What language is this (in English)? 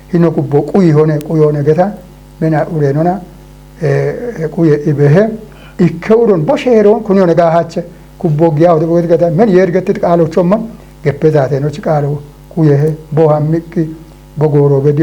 Kafa